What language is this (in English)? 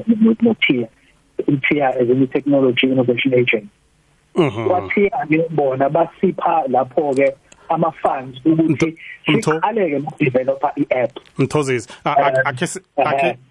South Ndebele